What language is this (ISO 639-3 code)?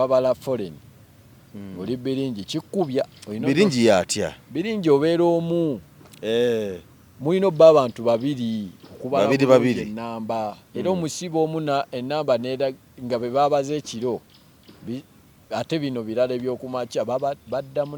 lug